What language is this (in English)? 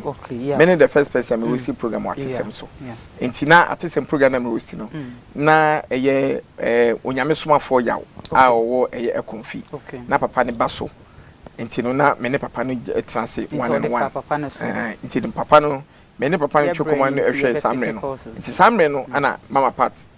Akan